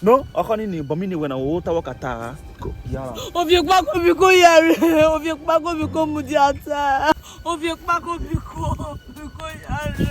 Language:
Urhobo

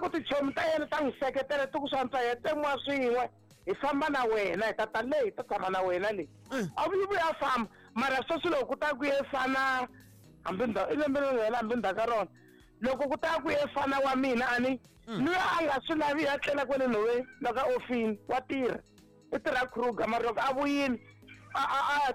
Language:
Tsonga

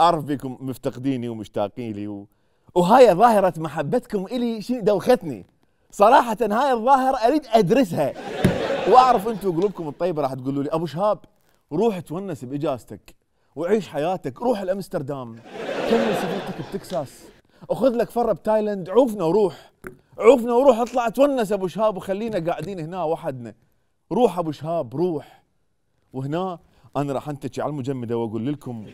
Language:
Mesopotamian Arabic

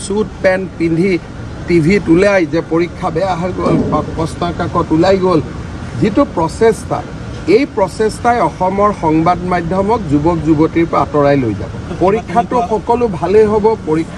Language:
Assamese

